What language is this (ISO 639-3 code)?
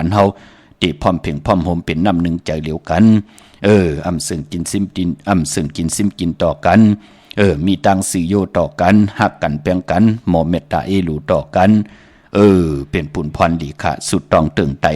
shn